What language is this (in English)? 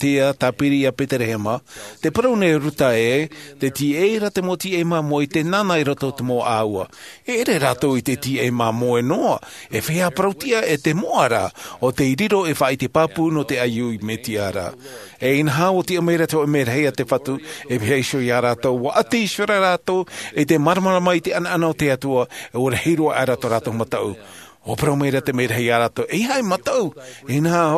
Tahitian